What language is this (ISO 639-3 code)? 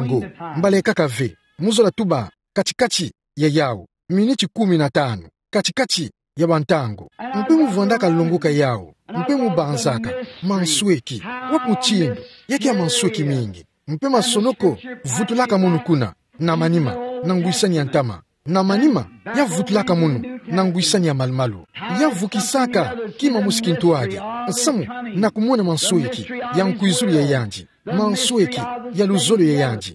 ktu